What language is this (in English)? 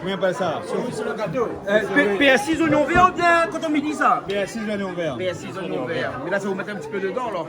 Réunion Creole French